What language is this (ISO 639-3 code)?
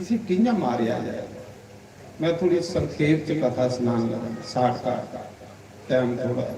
doi